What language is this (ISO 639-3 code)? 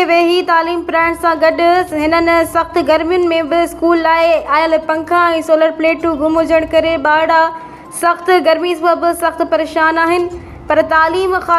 snd